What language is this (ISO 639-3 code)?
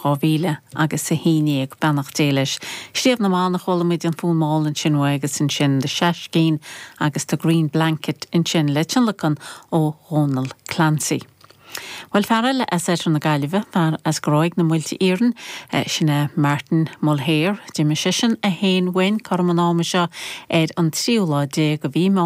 gle